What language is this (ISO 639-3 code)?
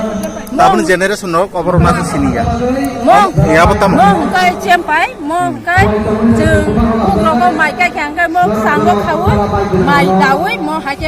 trp